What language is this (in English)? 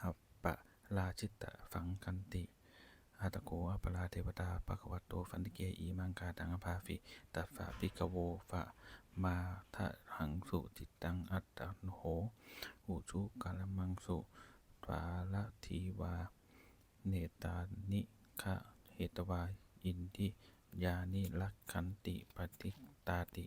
Pali